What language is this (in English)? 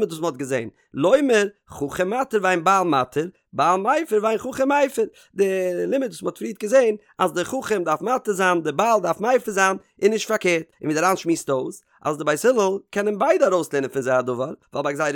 Yiddish